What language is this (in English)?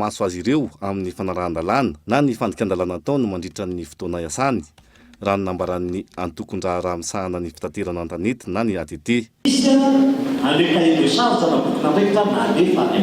Malagasy